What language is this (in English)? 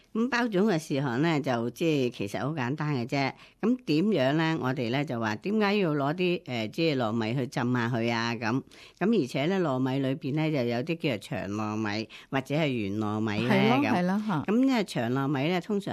Cantonese